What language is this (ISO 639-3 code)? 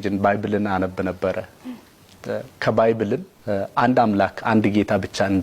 amh